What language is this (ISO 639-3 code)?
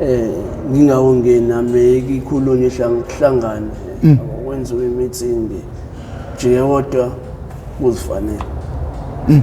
zul